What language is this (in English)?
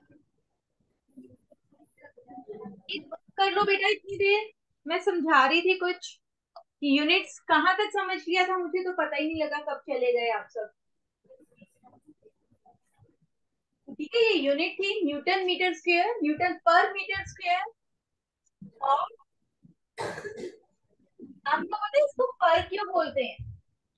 Hindi